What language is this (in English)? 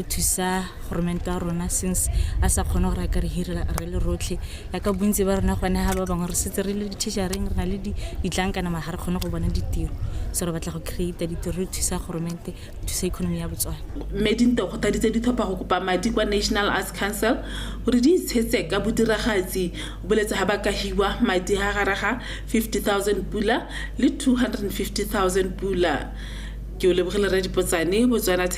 Tswana